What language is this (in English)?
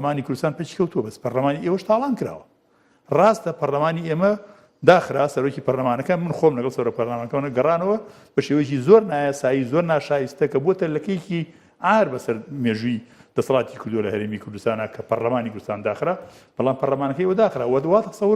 Central Kurdish